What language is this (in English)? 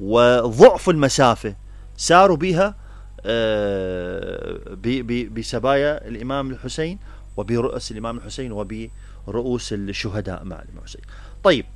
Mesopotamian Arabic